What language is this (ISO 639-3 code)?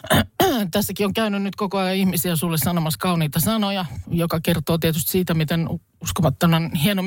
fin